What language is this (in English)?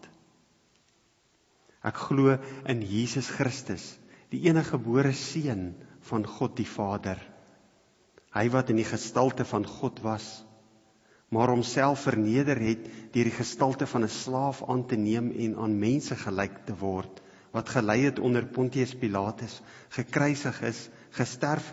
Afrikaans